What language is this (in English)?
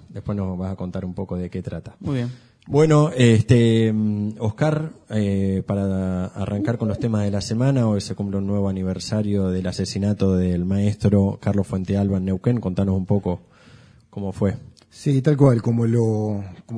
Spanish